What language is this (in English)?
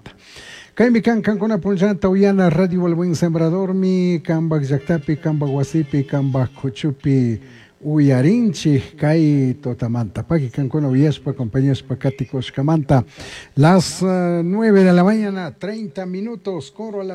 Chimborazo Highland Quichua